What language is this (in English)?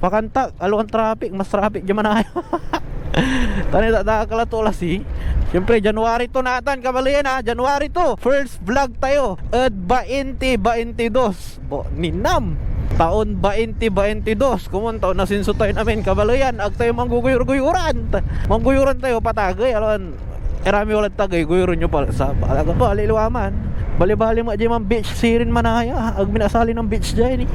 Pangasinan